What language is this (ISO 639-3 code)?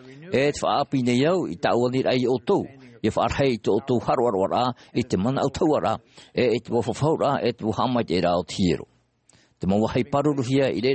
tah